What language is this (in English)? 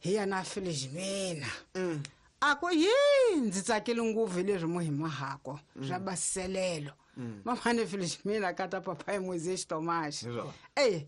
Tsonga